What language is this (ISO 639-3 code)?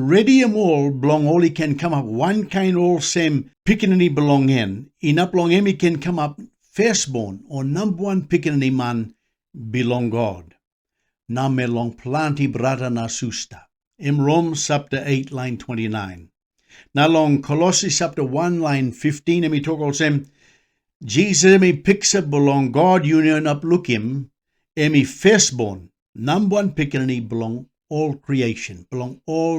tpi